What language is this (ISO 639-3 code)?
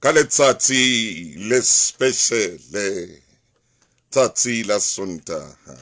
sot